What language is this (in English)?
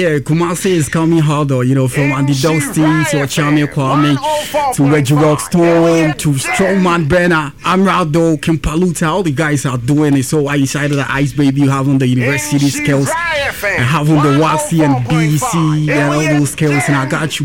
English